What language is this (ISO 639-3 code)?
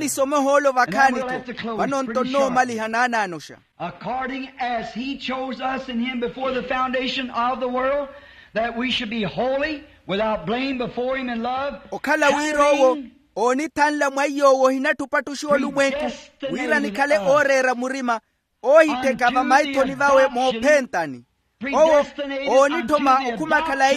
vmw